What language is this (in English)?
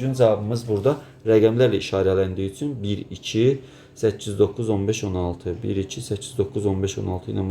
Azerbaijani